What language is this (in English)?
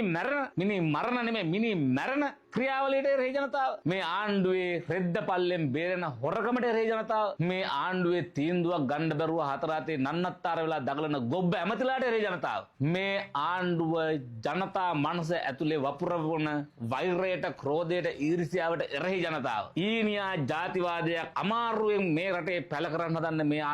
Sinhala